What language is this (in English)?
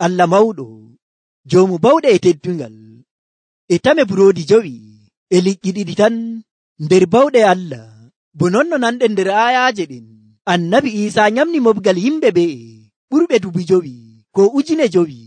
Nigerian Fulfulde